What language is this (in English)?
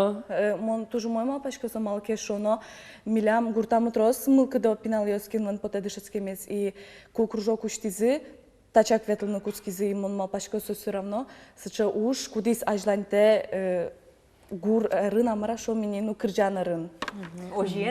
Udmurt